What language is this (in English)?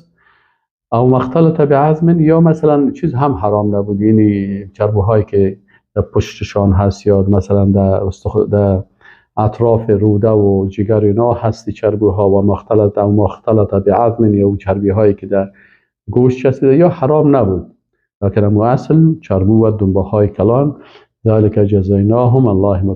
Persian